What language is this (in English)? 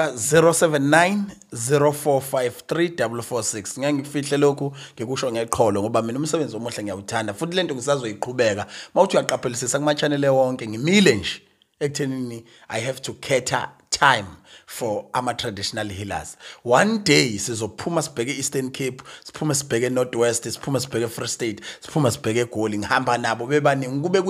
Zulu